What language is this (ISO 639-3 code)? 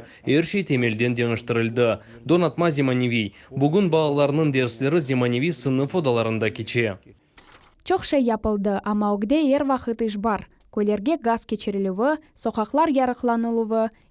crh